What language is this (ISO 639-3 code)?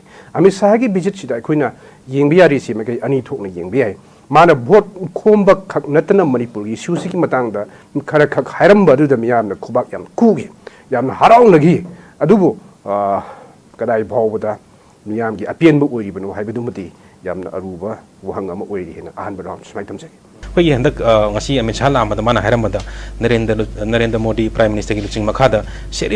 mni